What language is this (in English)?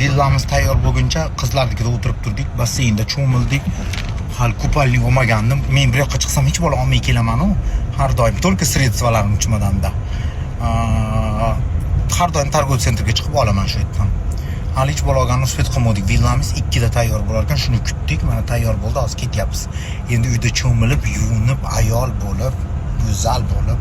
Uzbek